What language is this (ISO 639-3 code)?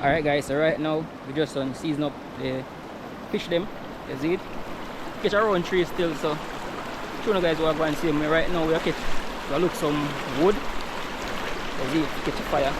jam